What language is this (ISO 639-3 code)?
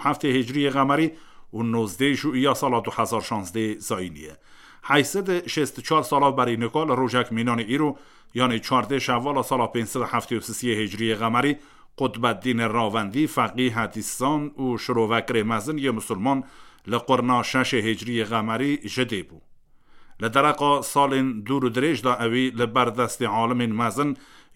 kur